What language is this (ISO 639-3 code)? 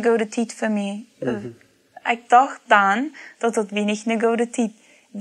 pdt